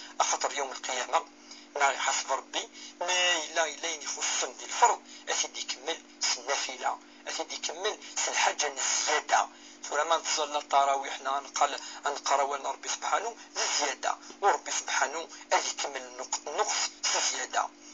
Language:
Kabyle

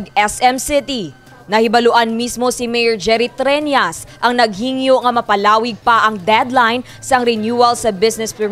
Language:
Hiligaynon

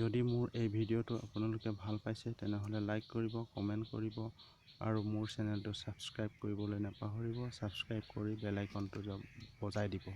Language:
Assamese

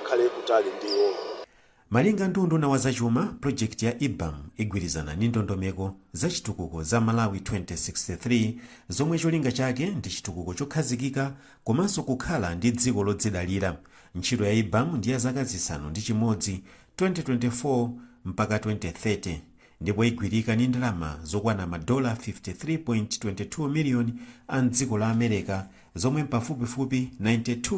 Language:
Nyanja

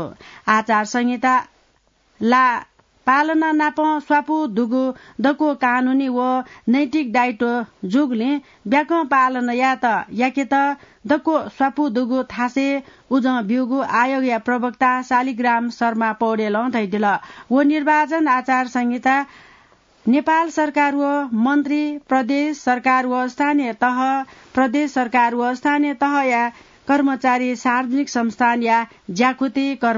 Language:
Newari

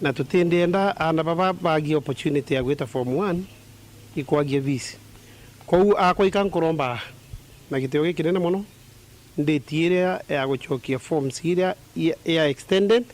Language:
Meru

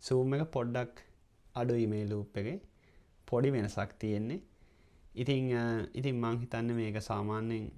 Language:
Sinhala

